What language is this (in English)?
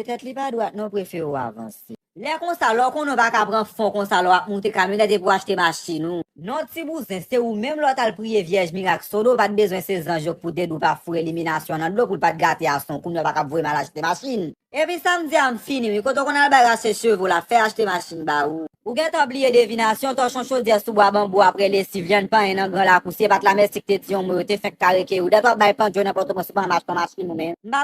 Haitian Creole